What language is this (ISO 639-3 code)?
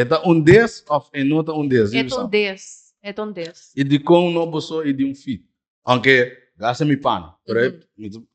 pap